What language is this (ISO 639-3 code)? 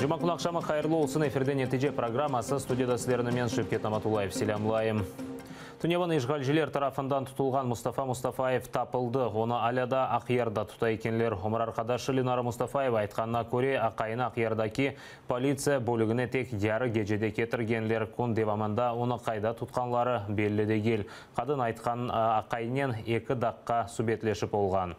crh